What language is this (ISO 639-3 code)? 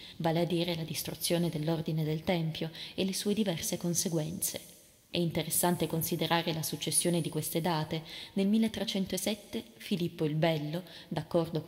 ita